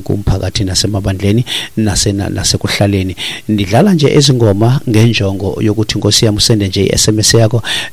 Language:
Xhosa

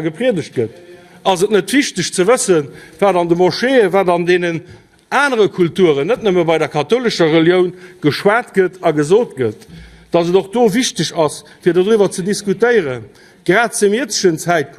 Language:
Luxembourgish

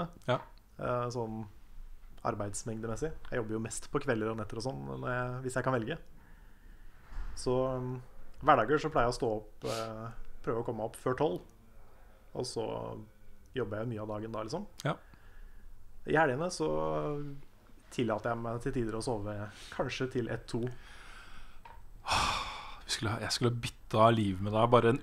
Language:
Norwegian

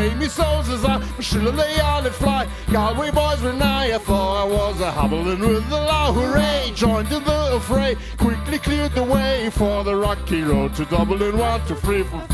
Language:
English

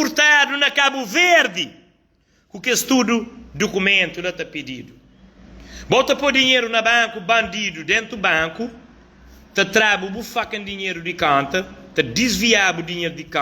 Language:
Kabuverdianu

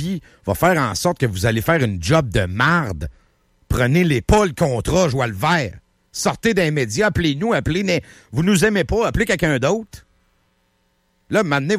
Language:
French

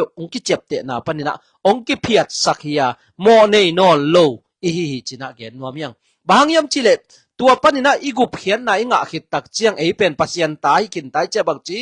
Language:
Tedim Chin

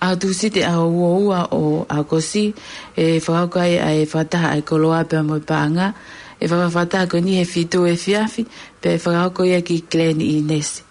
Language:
Tongan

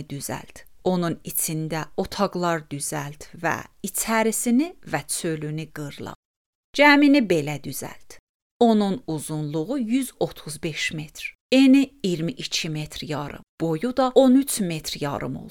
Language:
Azerbaijani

